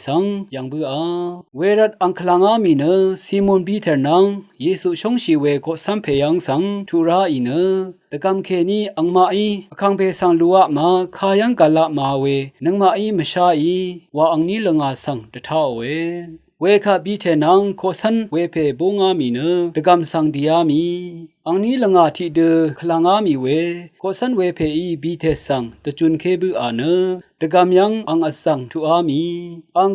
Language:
Rawang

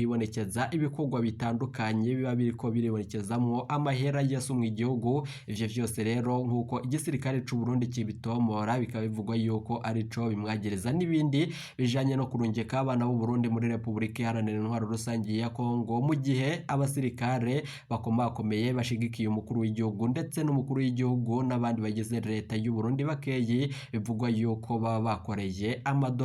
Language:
Rundi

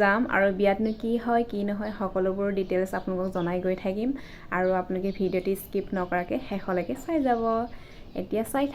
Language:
Assamese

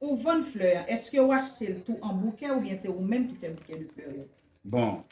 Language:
Haitian Creole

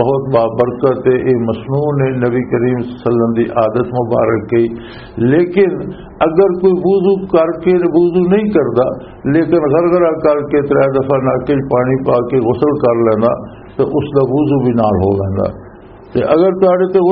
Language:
Western Panjabi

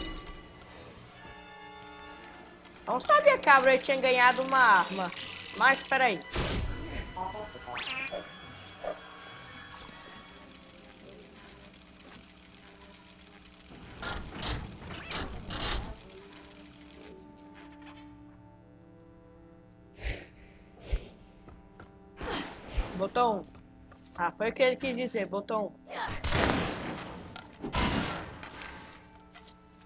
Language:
Portuguese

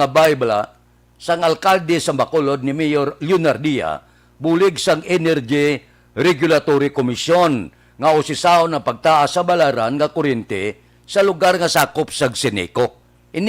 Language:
Hiligaynon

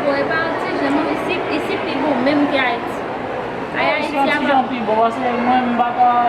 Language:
Haitian Creole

